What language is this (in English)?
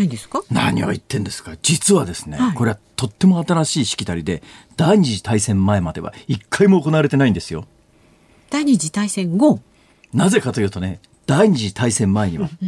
Japanese